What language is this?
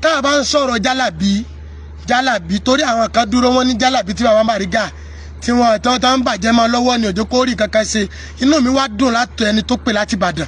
Yoruba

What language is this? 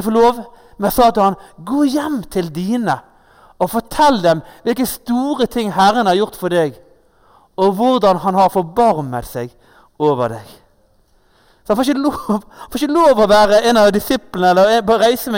Norwegian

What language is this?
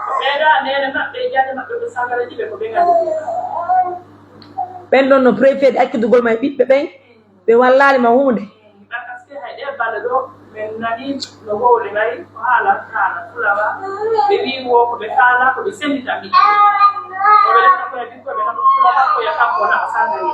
Pular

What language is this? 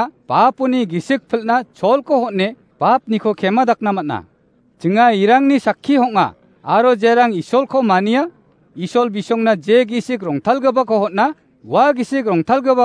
Garo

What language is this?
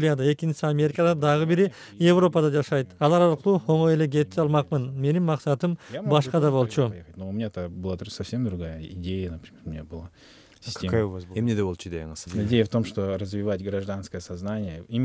Kyrgyz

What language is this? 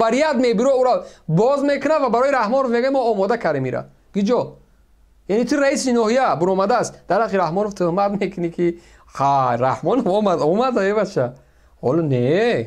Tajik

